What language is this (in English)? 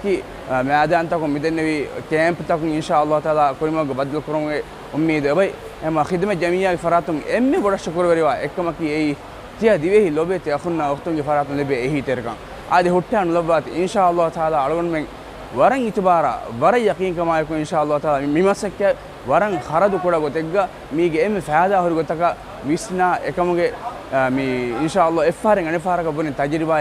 Divehi